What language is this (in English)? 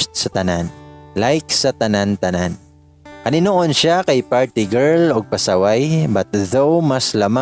Cebuano